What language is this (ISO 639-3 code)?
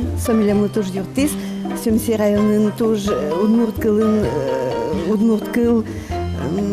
udm